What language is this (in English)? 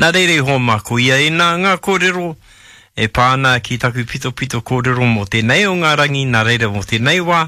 Māori